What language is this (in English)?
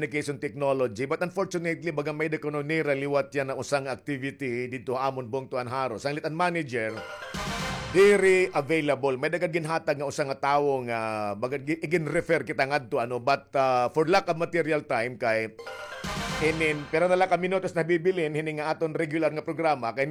Waray